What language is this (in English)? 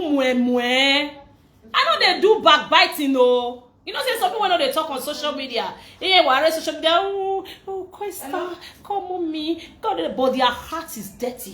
Nigerian Pidgin